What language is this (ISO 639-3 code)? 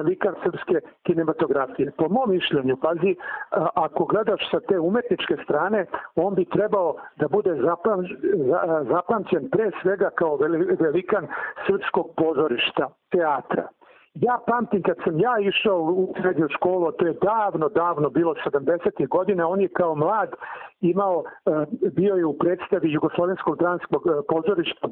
srp